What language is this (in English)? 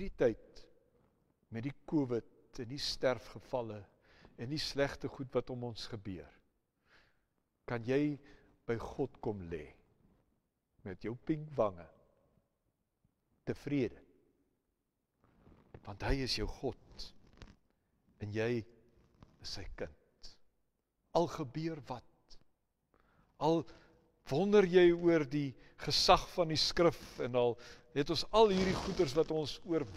Afrikaans